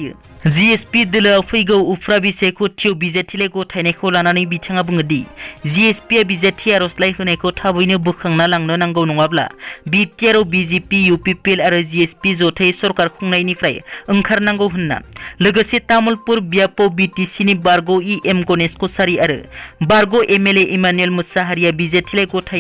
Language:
Bodo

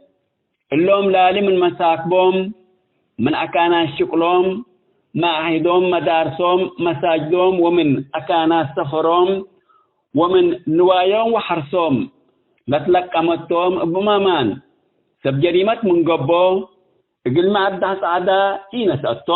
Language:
Tigre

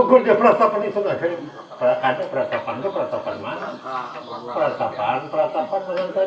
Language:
Banjar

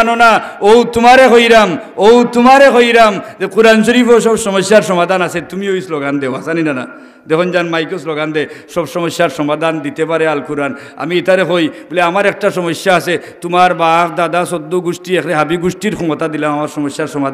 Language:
Sylheti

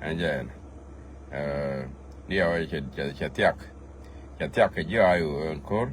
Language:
Nuer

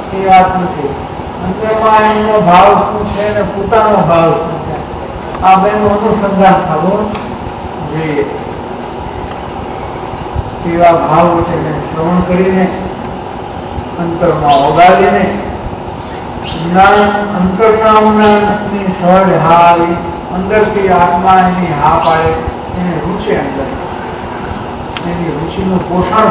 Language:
Gujarati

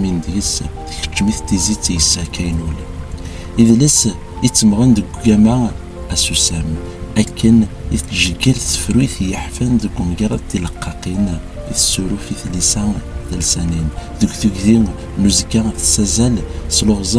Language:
Kabyle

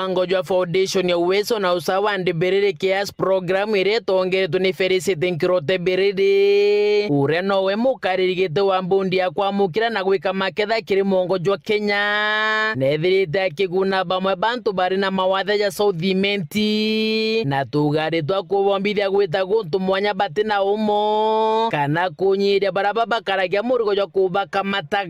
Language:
Meru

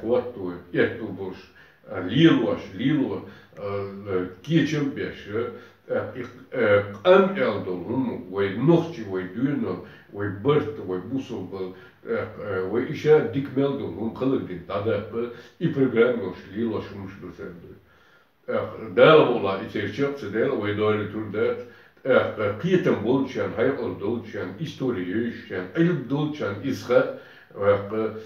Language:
Chechen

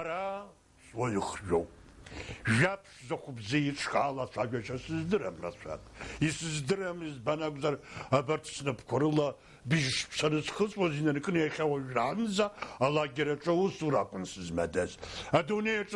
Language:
Abkhazian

